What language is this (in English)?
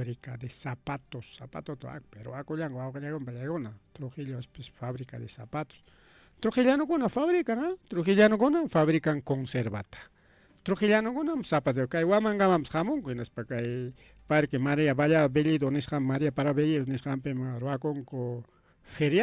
Ayacucho Quechua